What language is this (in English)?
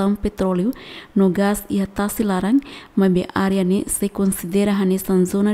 Tetum